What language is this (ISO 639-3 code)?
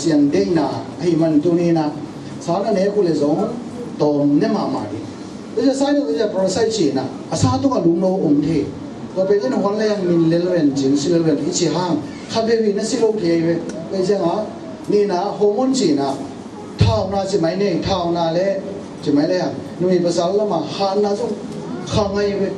ctd